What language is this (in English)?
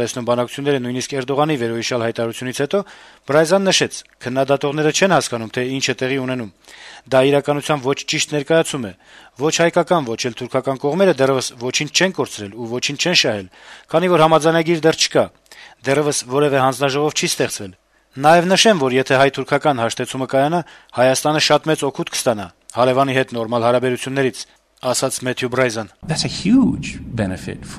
Armenian